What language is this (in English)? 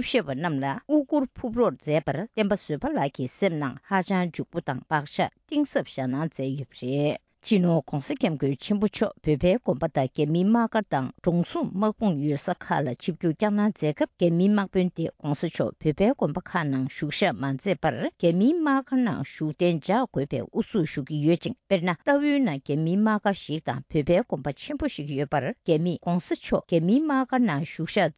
Tibetan